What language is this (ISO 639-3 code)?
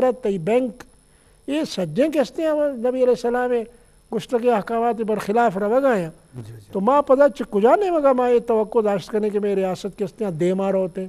bgp